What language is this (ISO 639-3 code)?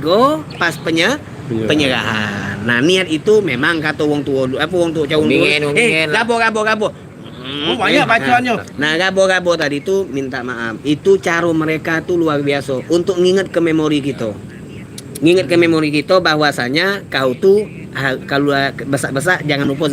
mui